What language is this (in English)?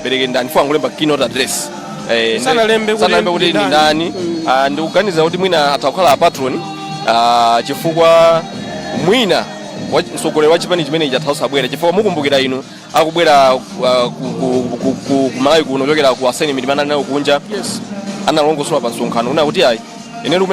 Nyanja